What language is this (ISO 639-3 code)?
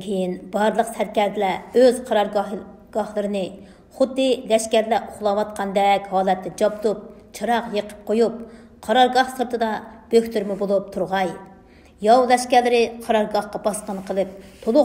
uig